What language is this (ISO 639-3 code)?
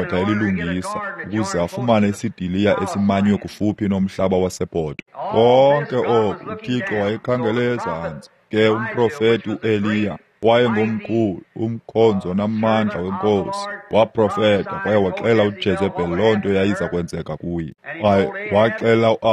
xho